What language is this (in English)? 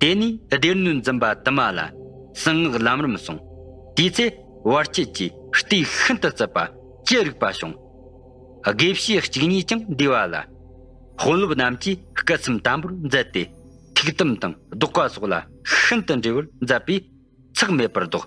Tibetan